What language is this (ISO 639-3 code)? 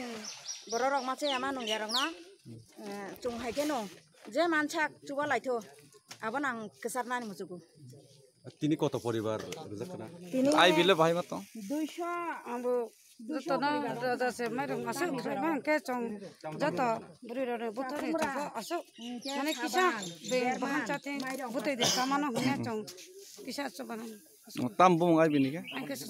trp